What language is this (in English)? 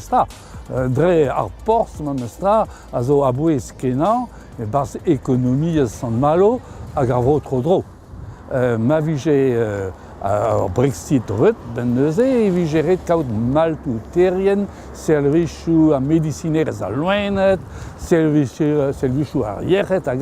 Breton